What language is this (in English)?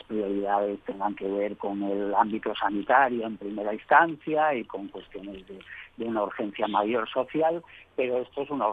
Spanish